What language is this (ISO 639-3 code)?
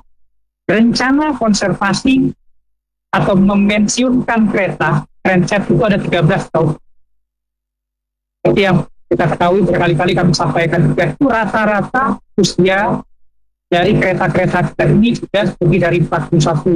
ind